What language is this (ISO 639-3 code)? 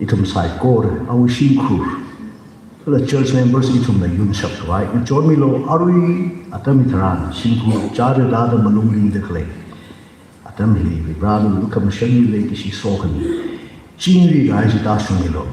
nmf